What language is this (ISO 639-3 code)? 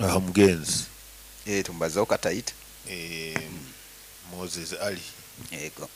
nyo